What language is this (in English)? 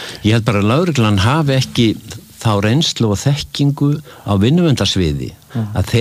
Icelandic